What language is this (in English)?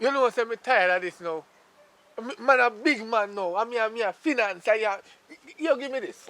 Jamaican Creole English